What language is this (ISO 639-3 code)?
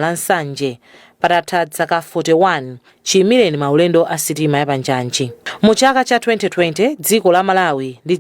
nya